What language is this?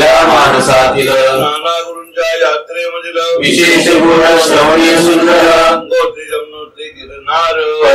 Marathi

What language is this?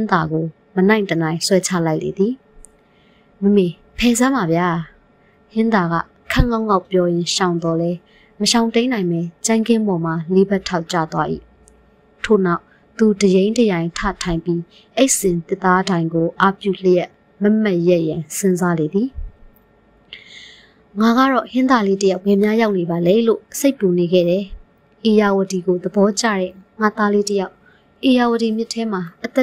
Burmese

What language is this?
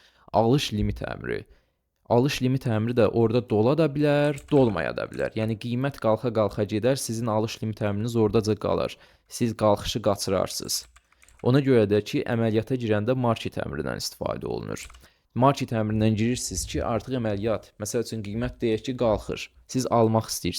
Azerbaijani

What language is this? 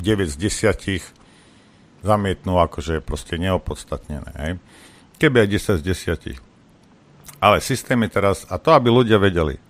Slovak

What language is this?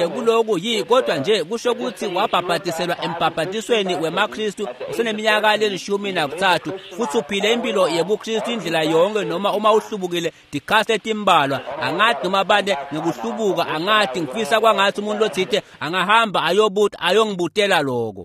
Swati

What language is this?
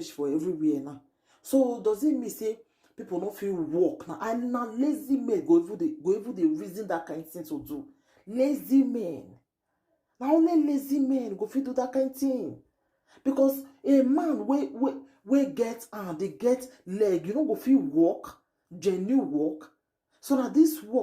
Nigerian Pidgin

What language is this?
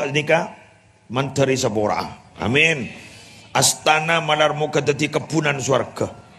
Madurese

